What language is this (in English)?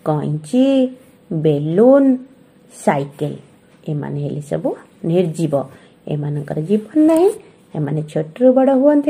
Odia